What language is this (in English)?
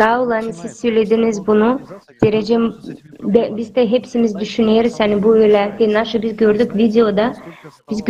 Gagauz